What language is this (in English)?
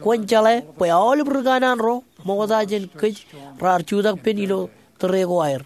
Marshallese